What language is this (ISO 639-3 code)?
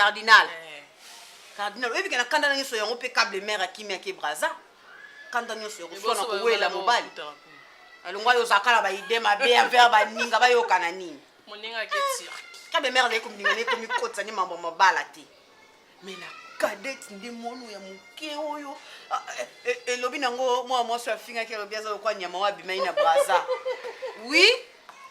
lin